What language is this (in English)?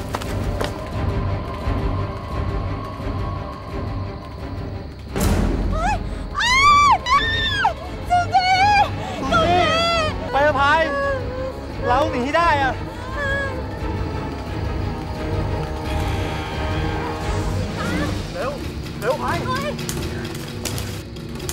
Thai